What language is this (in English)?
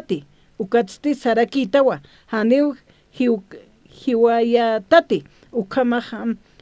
Aymara